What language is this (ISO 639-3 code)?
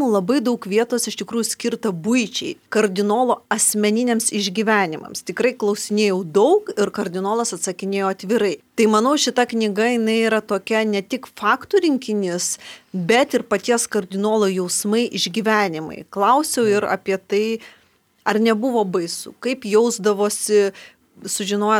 lit